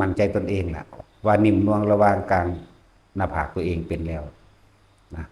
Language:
Northeastern Thai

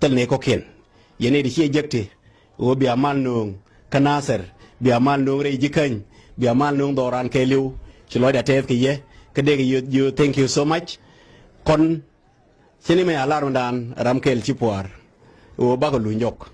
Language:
Nuer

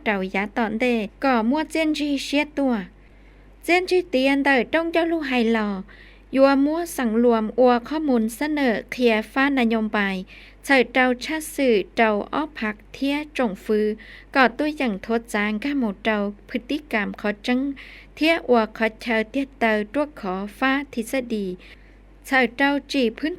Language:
Hmong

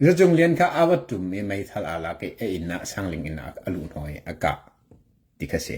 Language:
Hakha Chin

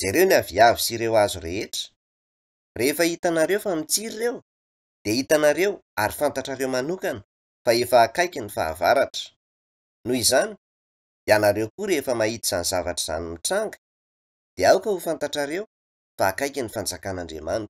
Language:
Malagasy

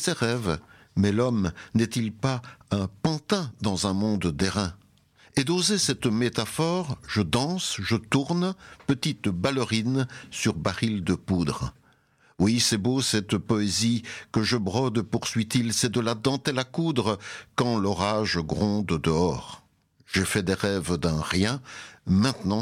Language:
French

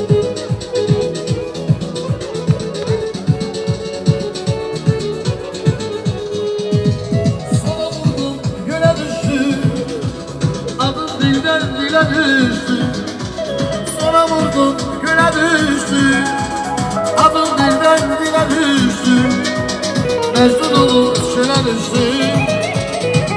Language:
Turkish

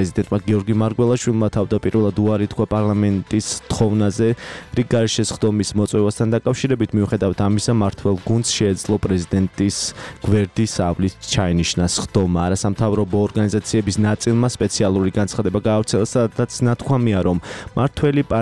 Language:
Georgian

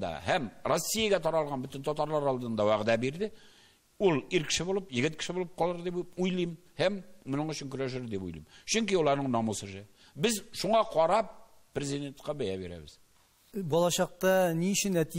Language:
Tatar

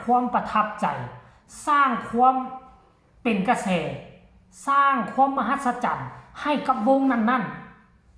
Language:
Lao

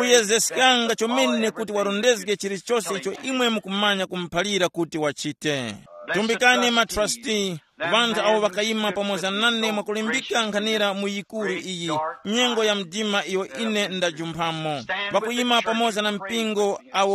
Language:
Tumbuka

